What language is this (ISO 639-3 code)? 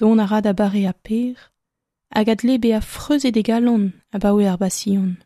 bre